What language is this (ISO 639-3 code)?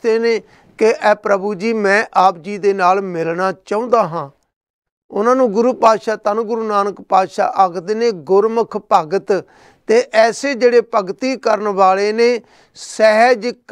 pan